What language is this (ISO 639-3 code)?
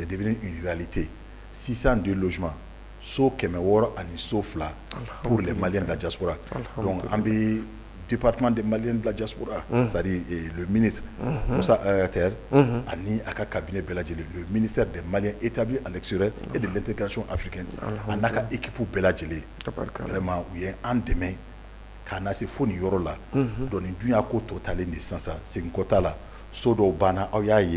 bam